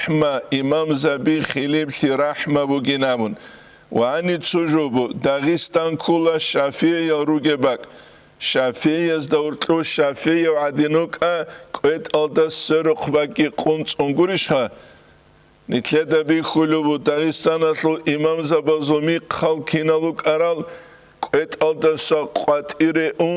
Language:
Avaric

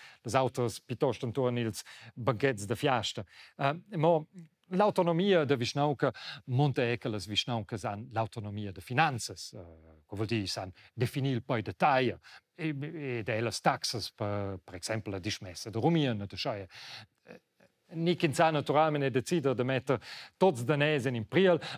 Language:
Romansh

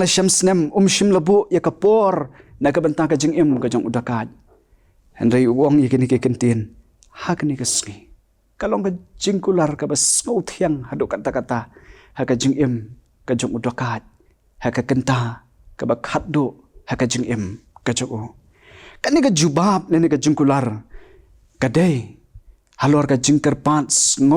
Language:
Khasi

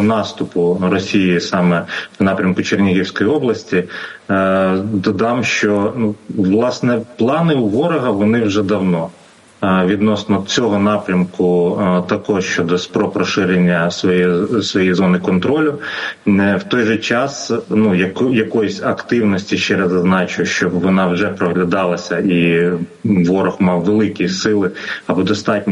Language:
Ukrainian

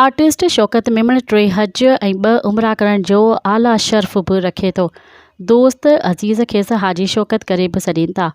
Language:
Sindhi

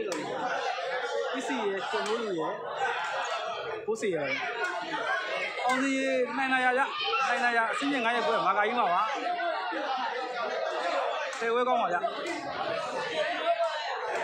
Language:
Burmese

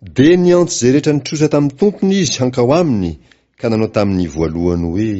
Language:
Malagasy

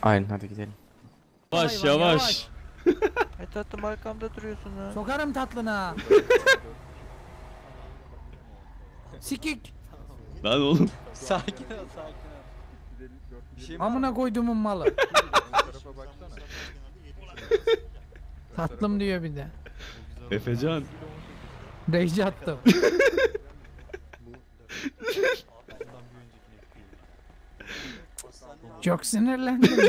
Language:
Turkish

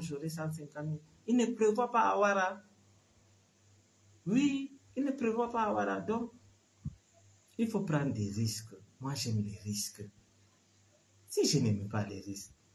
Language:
French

